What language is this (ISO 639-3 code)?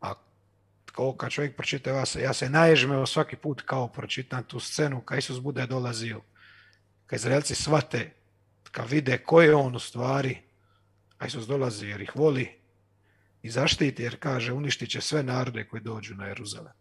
hrv